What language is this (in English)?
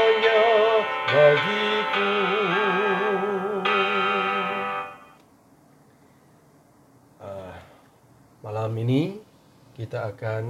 Malay